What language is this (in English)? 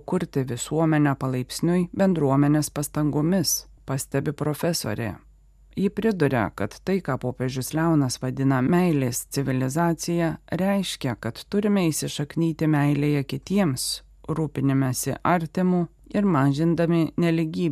Lithuanian